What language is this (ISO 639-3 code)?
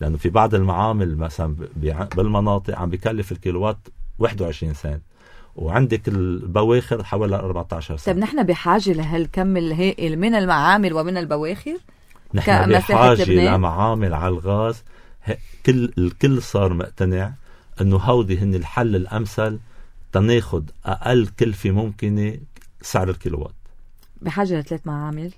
apc